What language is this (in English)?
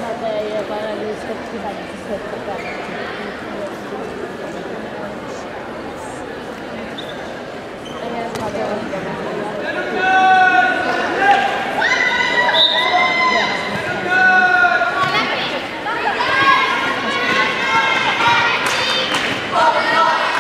Norwegian